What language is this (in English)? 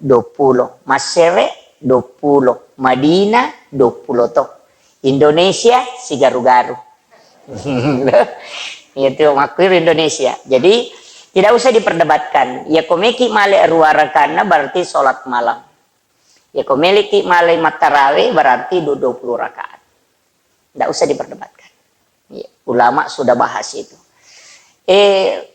Buginese